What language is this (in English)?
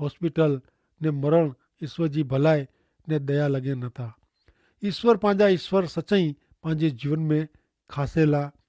Kachhi